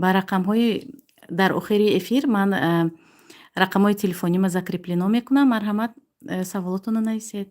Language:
Tajik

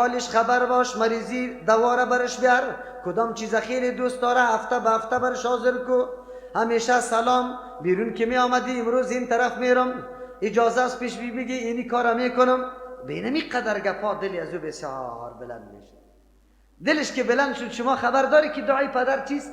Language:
Persian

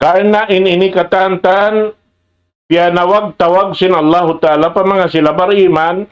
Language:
Tausug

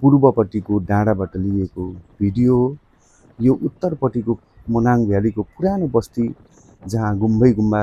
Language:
Nepali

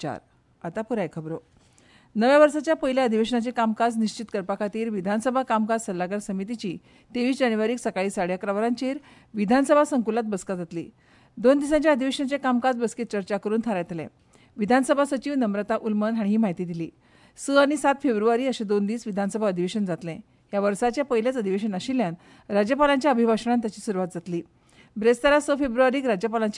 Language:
Konkani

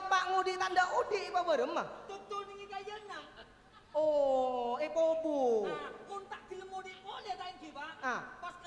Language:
Madurese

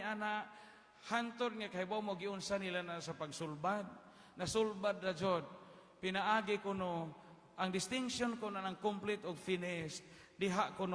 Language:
Cebuano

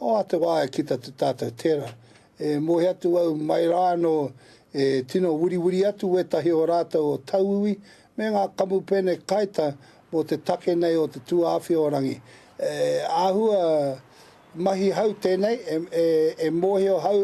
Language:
Māori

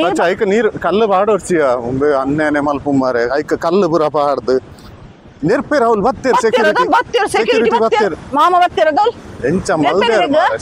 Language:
Tulu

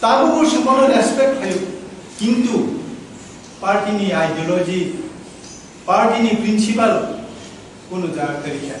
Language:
Kok Borok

